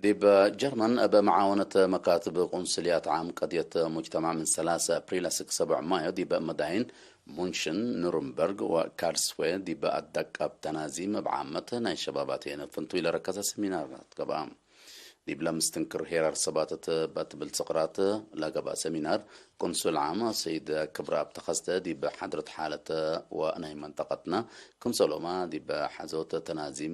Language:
Tigre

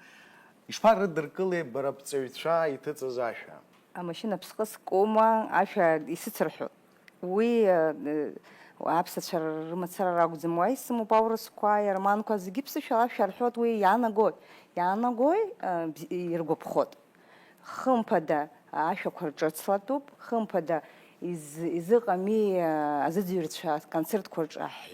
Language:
Abkhazian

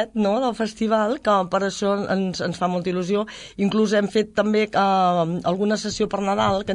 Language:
Catalan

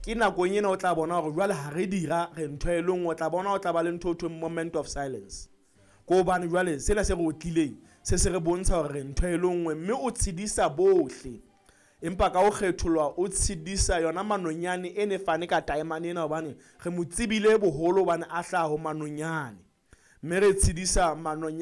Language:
Southern Sotho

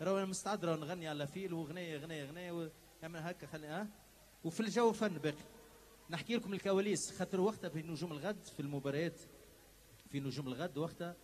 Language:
Tunisian Arabic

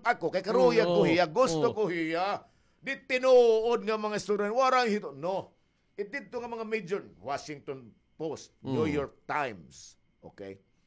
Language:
Waray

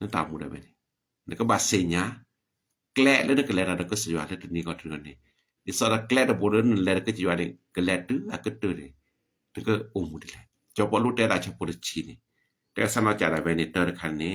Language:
S'gaw Karen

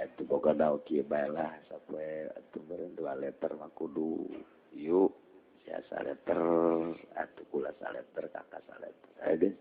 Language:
Sundanese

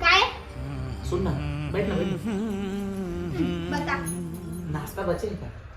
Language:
Chhattisgarhi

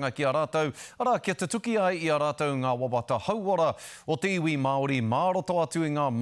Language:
Māori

